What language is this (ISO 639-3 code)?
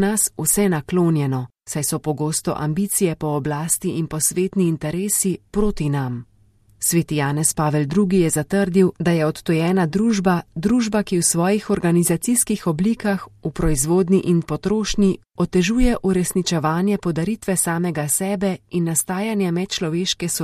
slv